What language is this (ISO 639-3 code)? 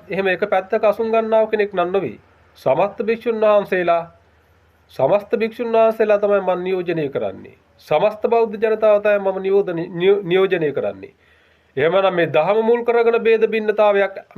sin